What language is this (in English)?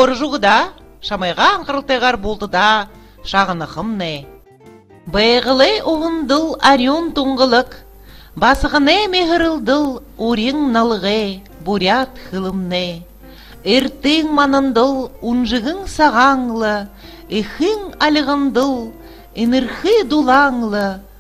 Buriat